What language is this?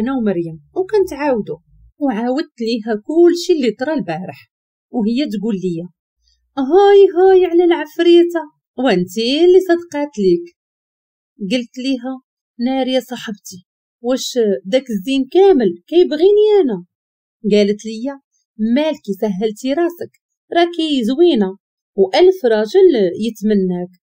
Moroccan Arabic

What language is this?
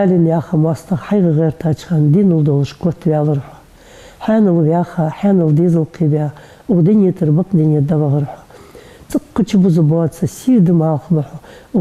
Ingush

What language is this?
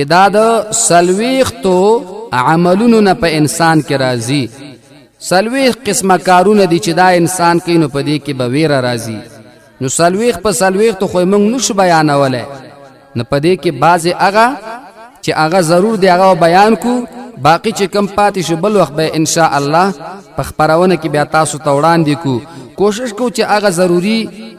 Pashto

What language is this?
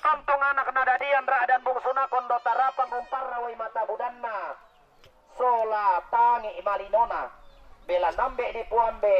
Toraja-Sa'dan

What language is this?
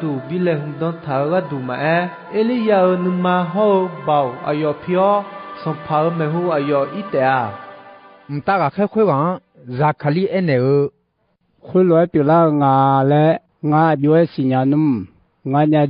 Akha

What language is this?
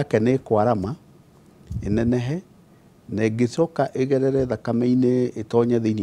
Kikuyu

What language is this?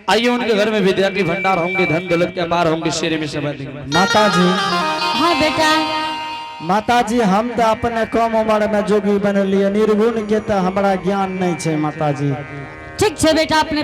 Angika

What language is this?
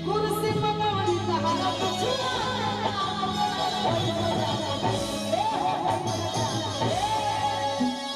Maithili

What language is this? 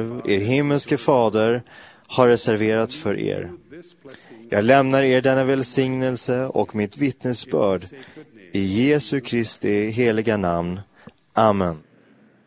Swedish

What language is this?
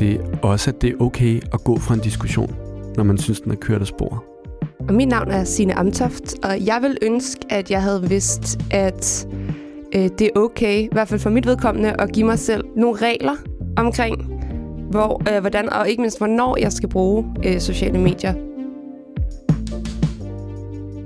Danish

